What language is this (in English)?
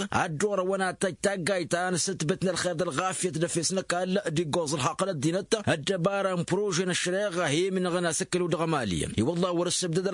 Tamasheq